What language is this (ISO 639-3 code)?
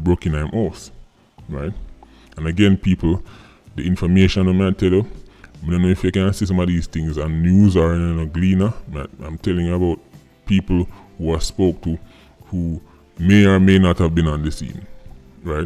jam